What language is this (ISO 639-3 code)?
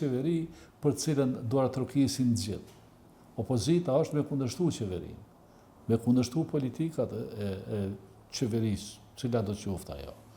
sqi